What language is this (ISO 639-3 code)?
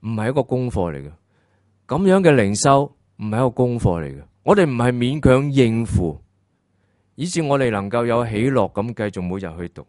yue